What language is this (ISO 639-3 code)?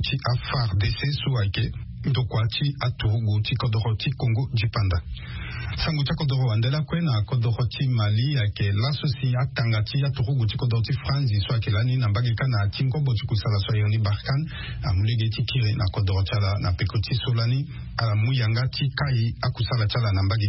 sag